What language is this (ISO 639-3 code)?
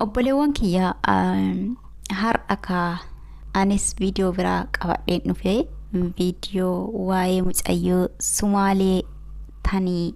orm